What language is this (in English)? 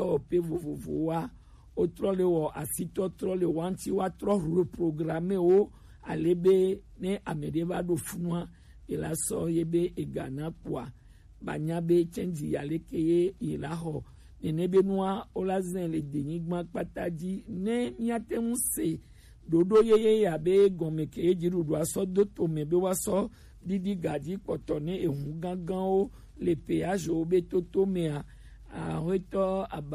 Gen